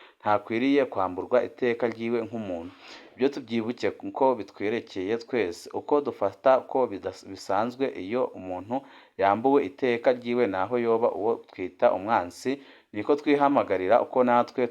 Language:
Rundi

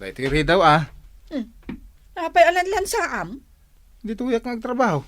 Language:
Iloko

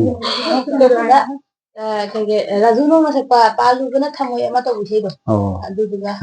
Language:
Manipuri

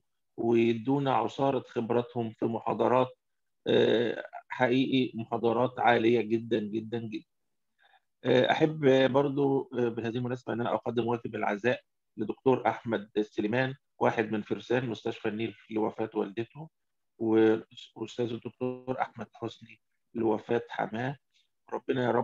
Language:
Egyptian Arabic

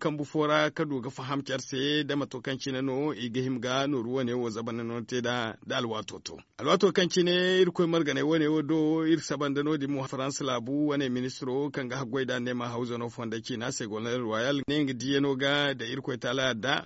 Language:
Zarma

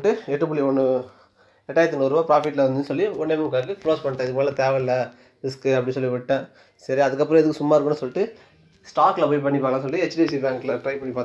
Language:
Tamil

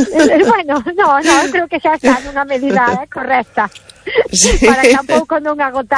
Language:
Galician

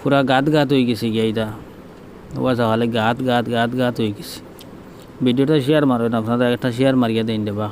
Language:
Sylheti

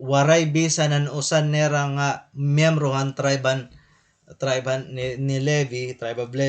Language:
Waray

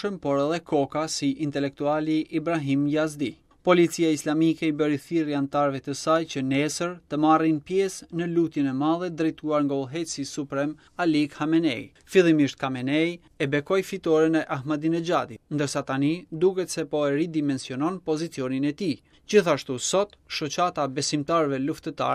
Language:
Albanian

